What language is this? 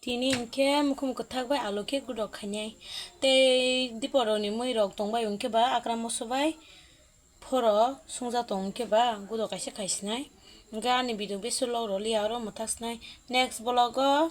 Kok Borok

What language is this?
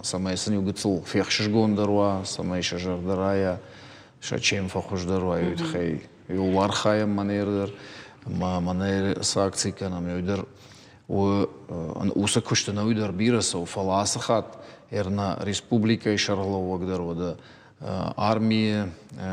Ossetic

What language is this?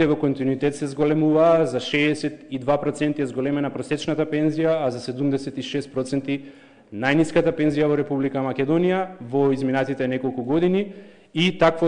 Macedonian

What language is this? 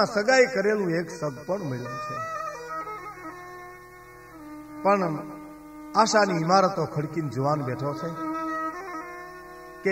Gujarati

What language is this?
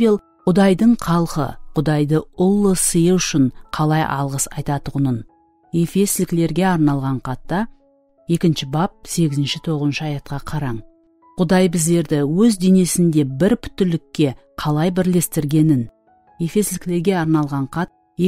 Kara-Kalpak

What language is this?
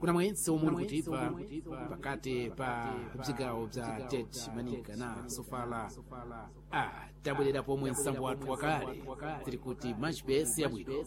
Sena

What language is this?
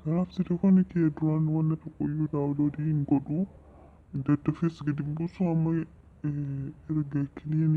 Oromo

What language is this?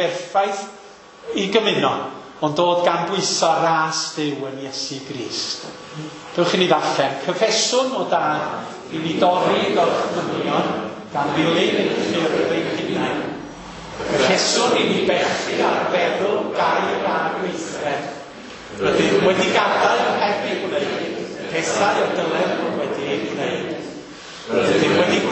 Welsh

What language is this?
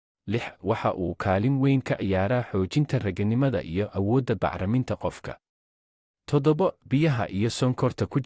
Somali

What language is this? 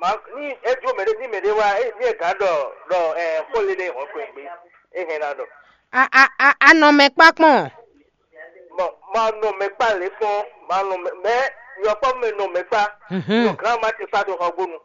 Fon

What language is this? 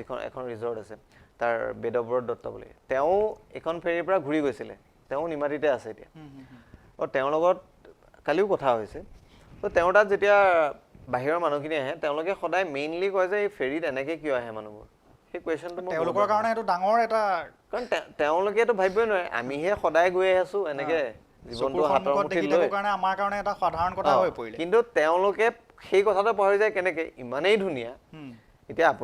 Assamese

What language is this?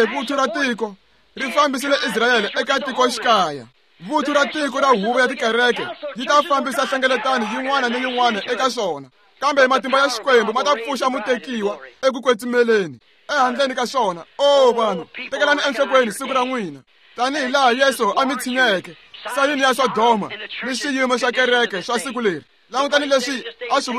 Tsonga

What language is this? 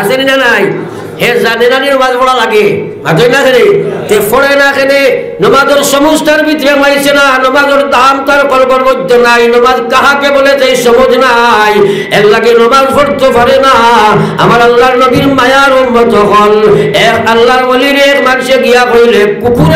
Sylheti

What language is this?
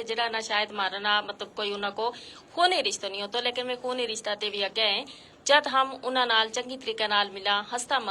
Gujari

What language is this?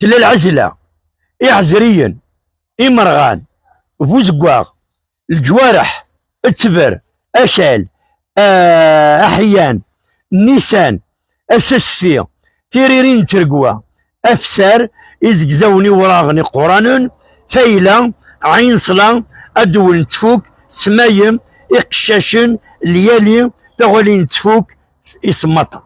Kabyle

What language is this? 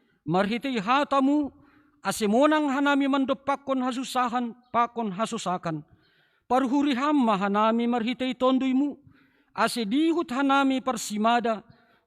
Batak Simalungun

